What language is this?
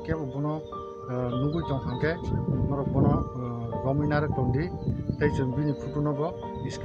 Kok Borok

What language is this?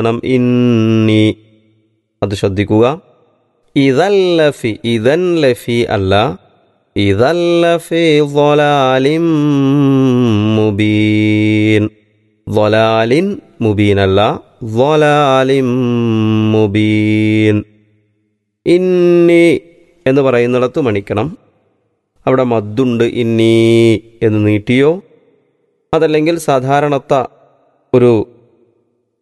Malayalam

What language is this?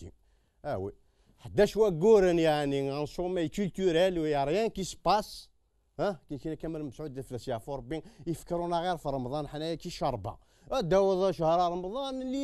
Kabyle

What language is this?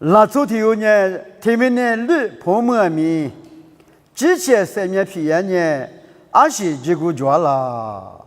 Lisu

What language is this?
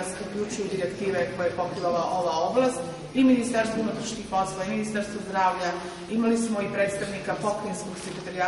Serbian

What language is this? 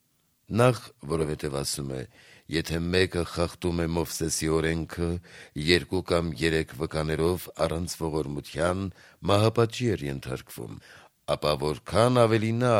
Armenian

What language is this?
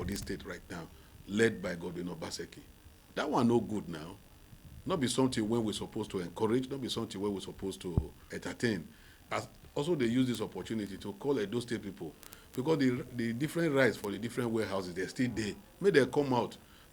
Nigerian Pidgin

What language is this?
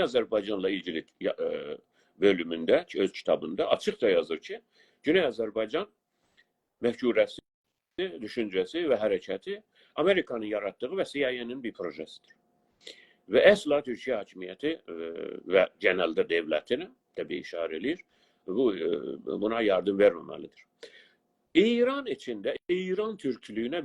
South Azerbaijani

